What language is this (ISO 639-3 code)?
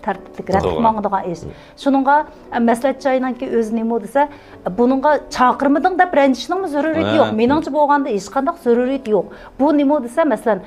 uig